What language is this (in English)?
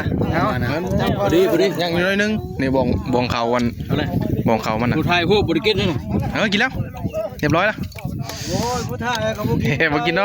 Northeastern Thai